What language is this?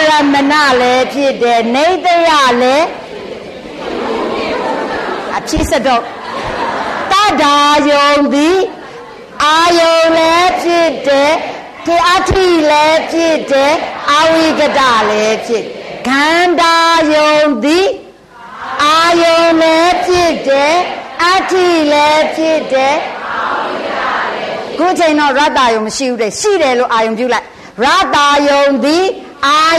Burmese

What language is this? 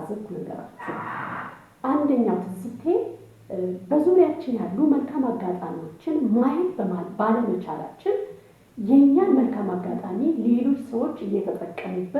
Amharic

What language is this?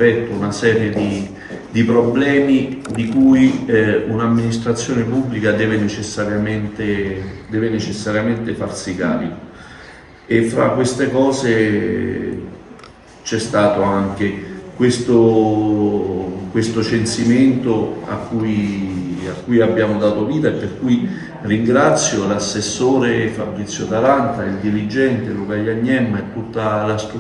Italian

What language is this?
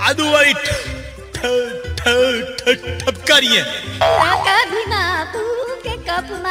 Gujarati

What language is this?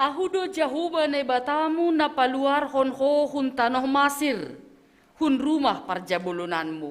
Batak Simalungun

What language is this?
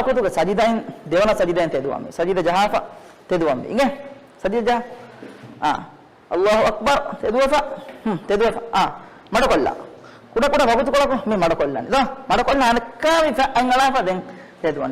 Divehi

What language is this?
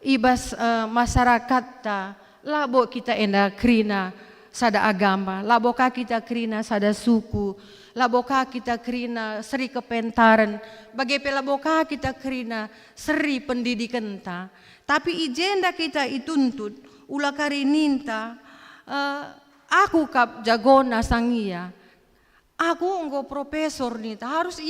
Batak Karo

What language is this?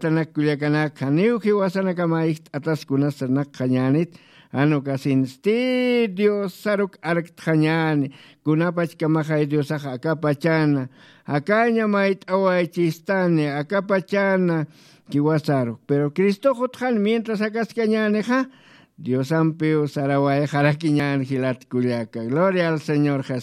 Aymara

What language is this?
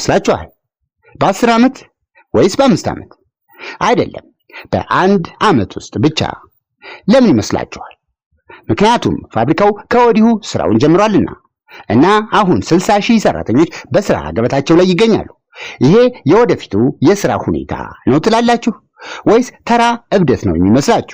Amharic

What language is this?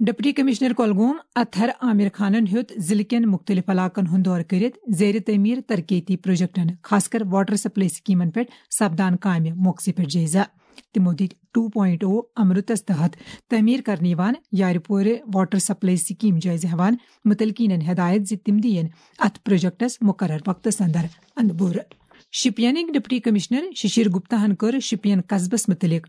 Kashmiri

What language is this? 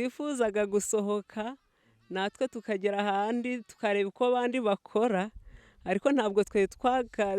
Kinyarwanda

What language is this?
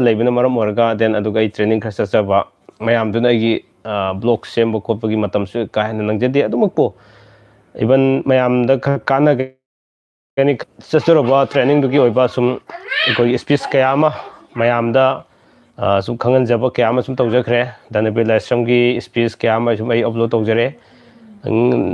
Manipuri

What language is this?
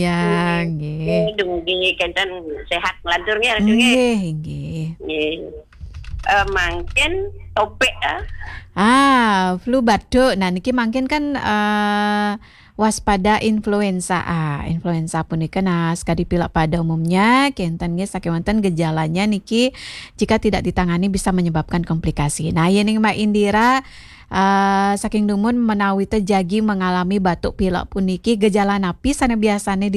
Balinese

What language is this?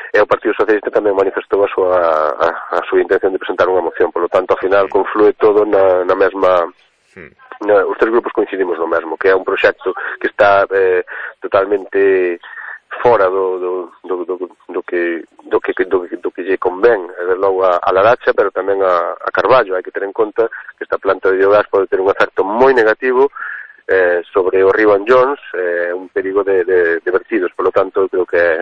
Galician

